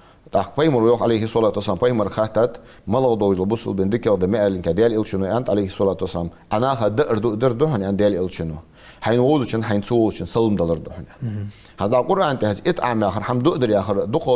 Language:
Ingush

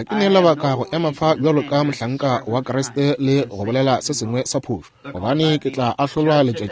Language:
Northern Sotho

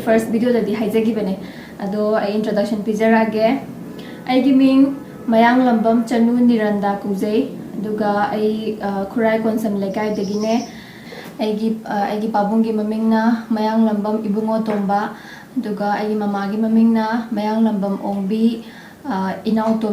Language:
Manipuri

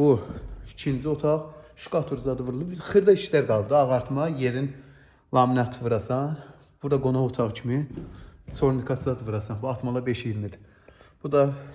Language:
Azerbaijani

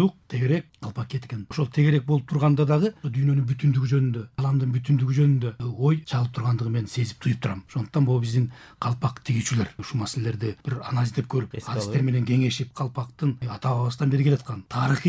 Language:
Kyrgyz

